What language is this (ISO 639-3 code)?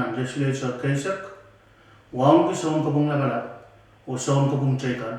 pon